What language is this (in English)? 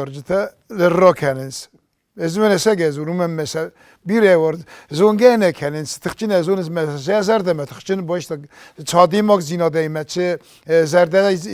Ossetic